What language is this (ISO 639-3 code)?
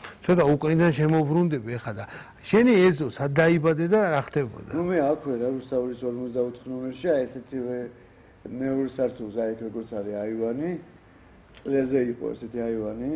kat